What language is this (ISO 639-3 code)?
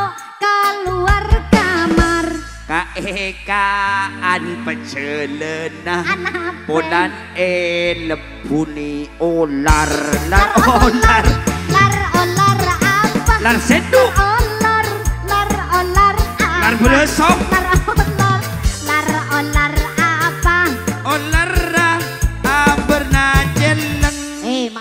mad